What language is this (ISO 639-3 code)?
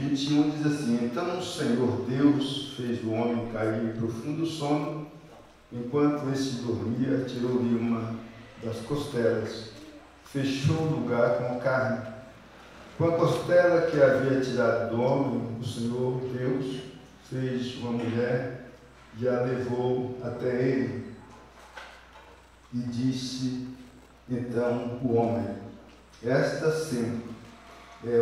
por